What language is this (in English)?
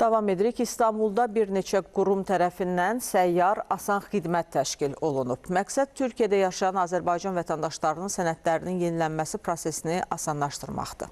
Azerbaijani